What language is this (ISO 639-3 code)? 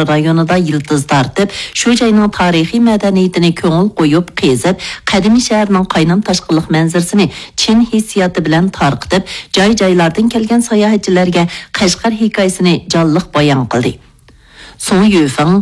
uig